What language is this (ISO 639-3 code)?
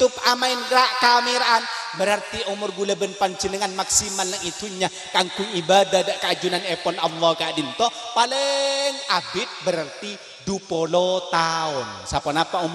mad